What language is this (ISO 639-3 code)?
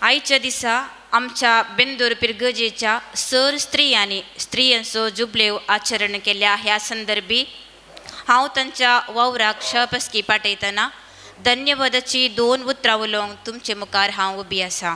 kok